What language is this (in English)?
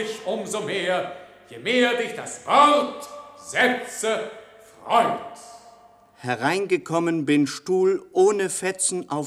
German